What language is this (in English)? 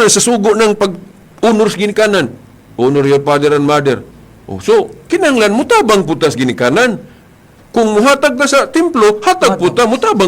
Cebuano